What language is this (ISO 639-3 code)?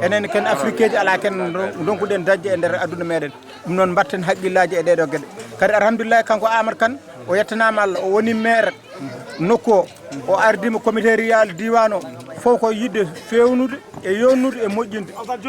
ful